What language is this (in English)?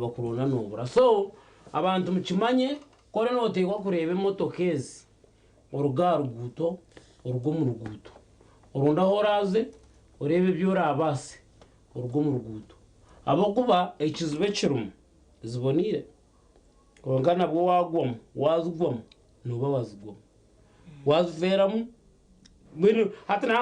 Nyankole